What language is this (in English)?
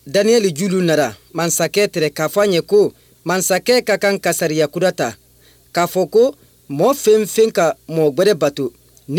Bambara